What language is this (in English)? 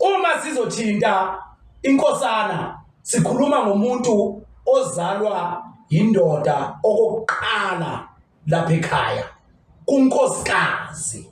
Zulu